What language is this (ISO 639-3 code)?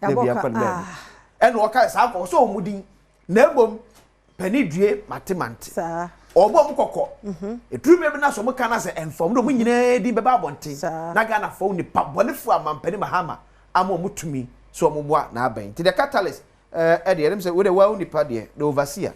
aka